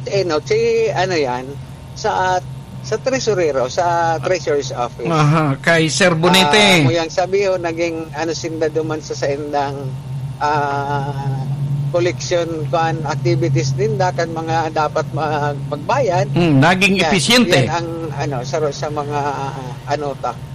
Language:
Bikol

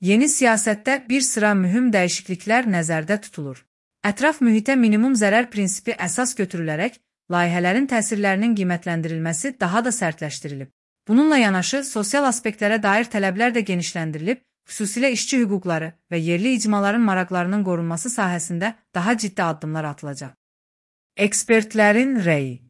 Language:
Azerbaijani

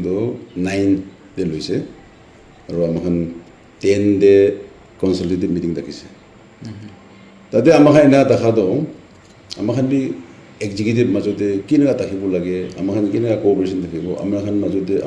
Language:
Naga Pidgin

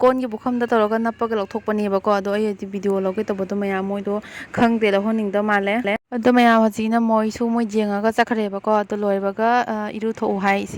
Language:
Manipuri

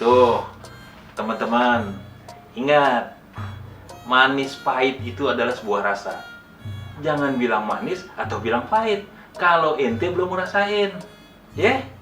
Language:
Betawi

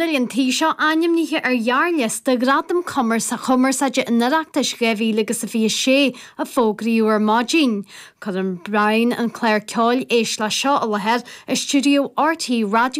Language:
Irish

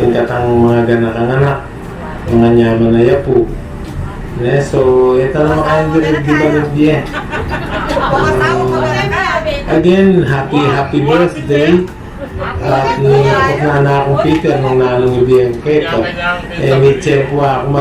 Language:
Pampanga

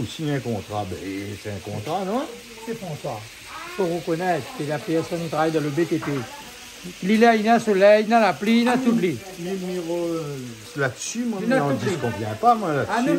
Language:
Réunion Creole French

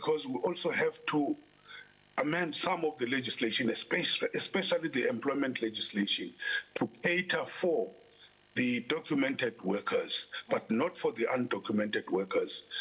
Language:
English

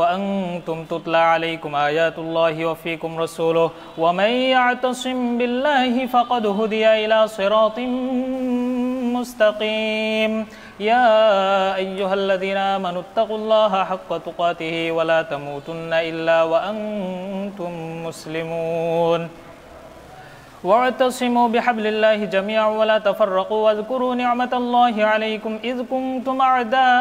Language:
Arabic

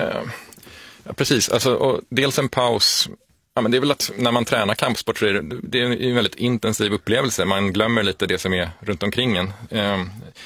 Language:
Swedish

